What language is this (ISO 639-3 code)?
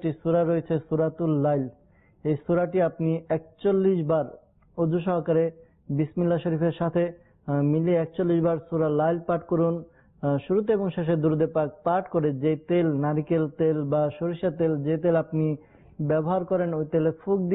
ben